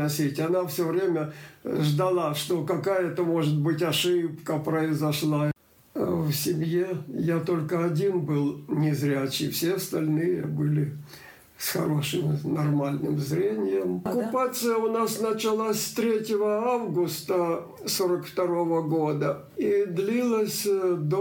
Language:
Russian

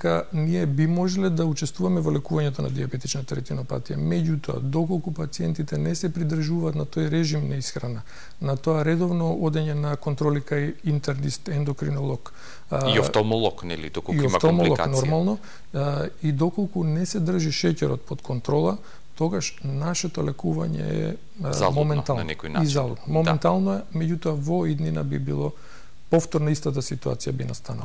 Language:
Macedonian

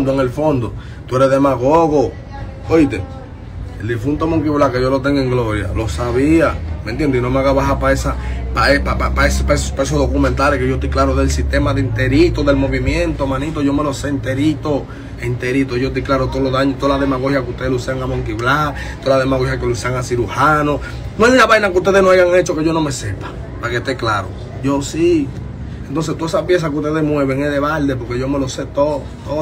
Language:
Spanish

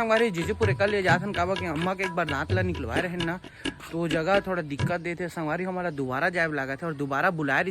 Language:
Chhattisgarhi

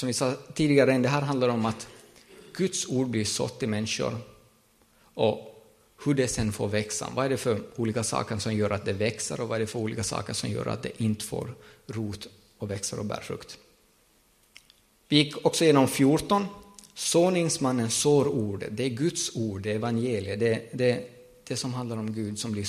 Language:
Swedish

